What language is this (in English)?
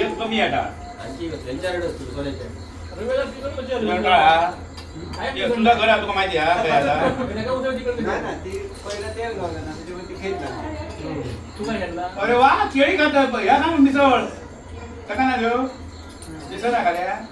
Konkani